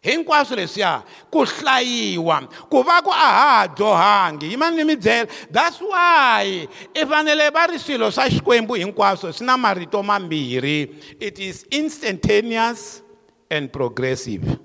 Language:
Tsonga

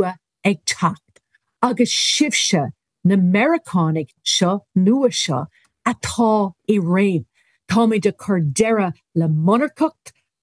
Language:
Irish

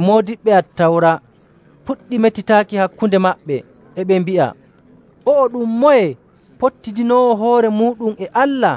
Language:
Nigerian Fulfulde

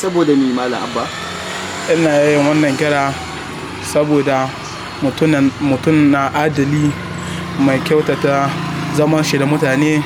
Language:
Hausa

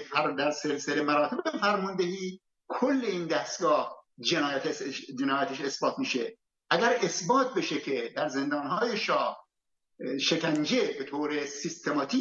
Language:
Persian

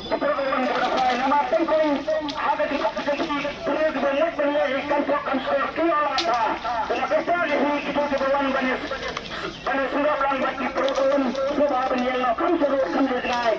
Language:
Khasi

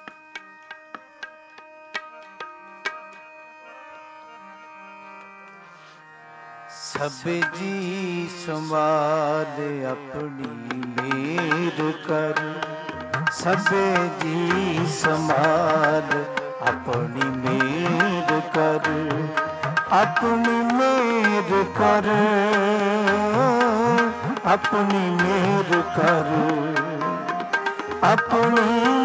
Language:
Punjabi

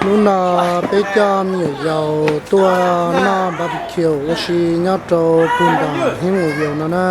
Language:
Hmong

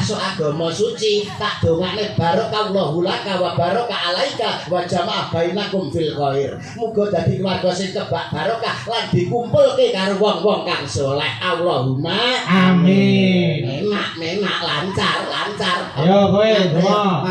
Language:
Javanese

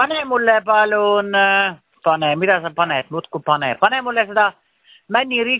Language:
Estonian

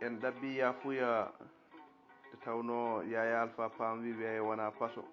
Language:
Fula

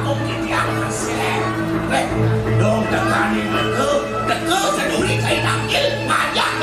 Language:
Balinese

